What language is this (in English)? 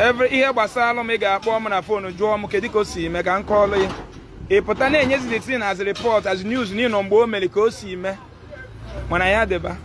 Igbo